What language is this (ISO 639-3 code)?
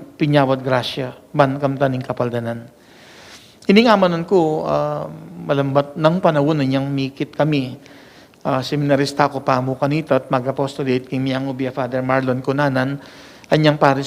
pam